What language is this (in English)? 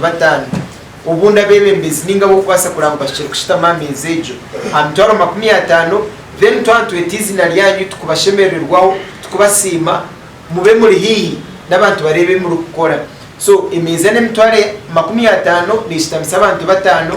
Nyankole